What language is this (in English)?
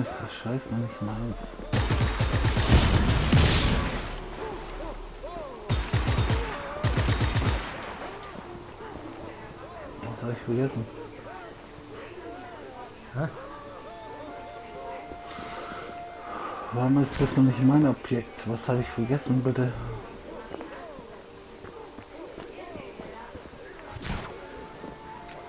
German